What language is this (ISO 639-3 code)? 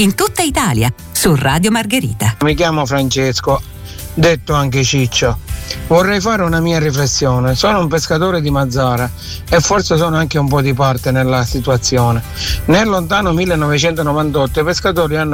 ita